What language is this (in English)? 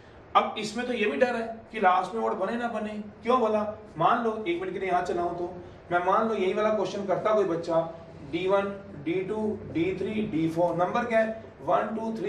Hindi